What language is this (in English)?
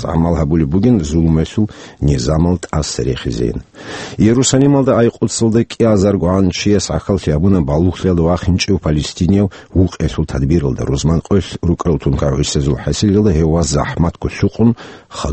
Avaric